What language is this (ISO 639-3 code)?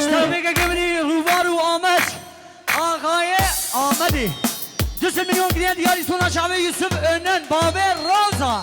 kur